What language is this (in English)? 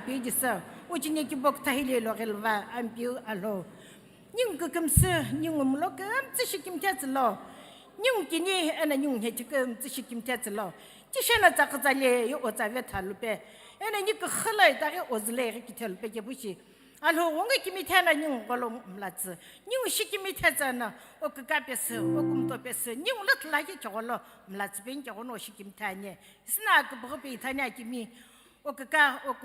Sumi Naga